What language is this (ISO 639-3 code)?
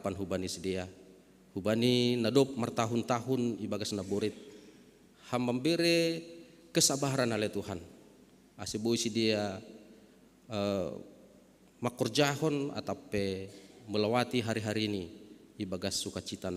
bts